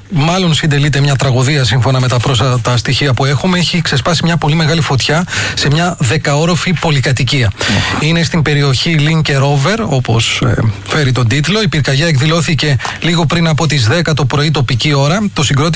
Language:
Greek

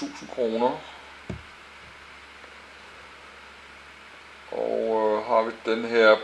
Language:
Danish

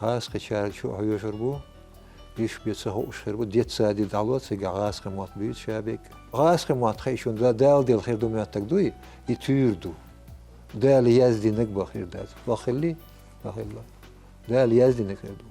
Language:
Chechen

